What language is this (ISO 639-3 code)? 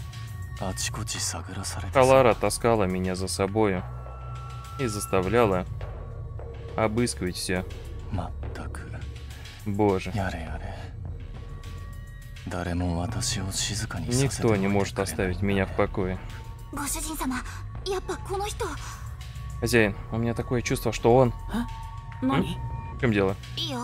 rus